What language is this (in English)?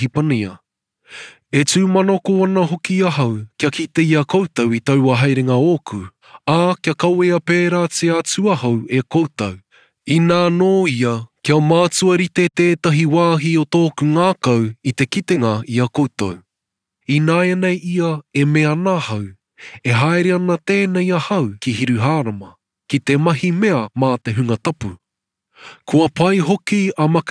Māori